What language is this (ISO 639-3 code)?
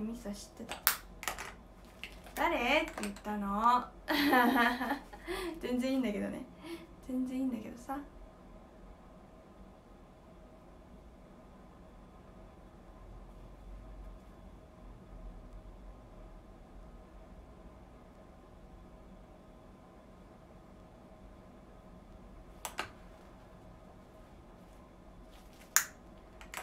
jpn